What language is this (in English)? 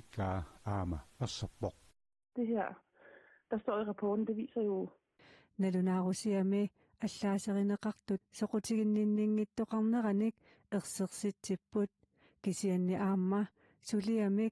Kalaallisut